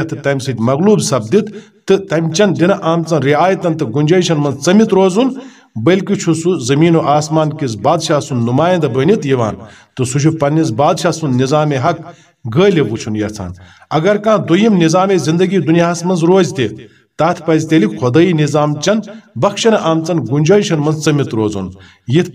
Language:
Kashmiri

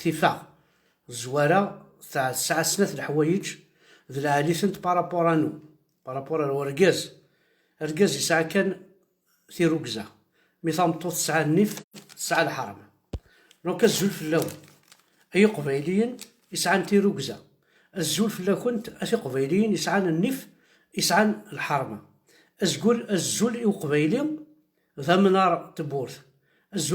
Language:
Kabyle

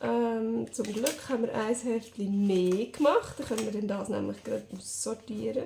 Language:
Swiss German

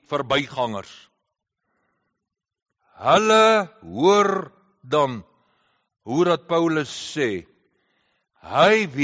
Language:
Afrikaans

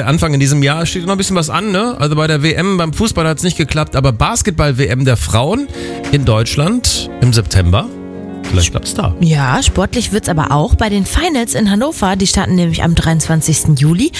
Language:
German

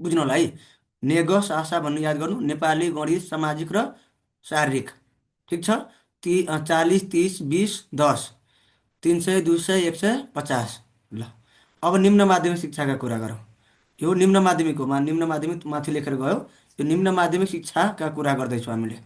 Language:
Nepali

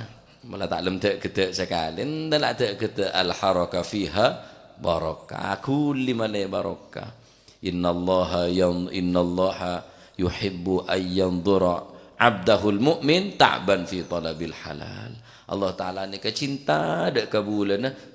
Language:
Madurese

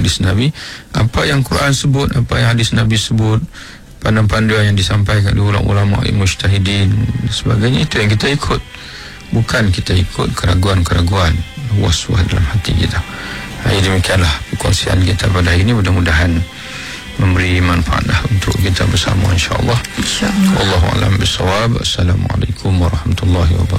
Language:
Malay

